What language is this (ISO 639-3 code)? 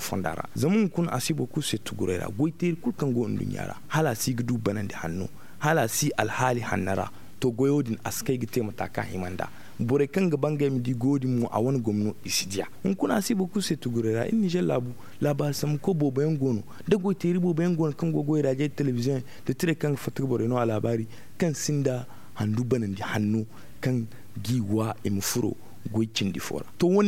dje